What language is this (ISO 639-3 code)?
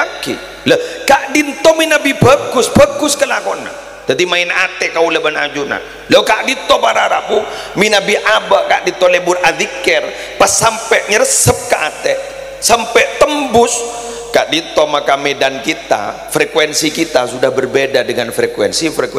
mad